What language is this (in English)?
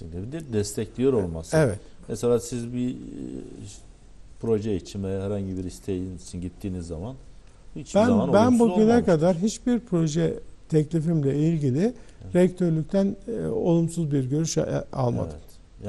Turkish